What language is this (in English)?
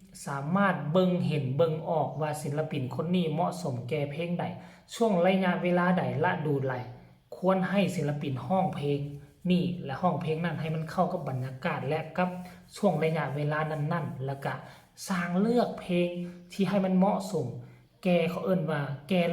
Northeastern Thai